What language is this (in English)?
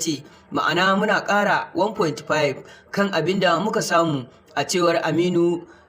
Hausa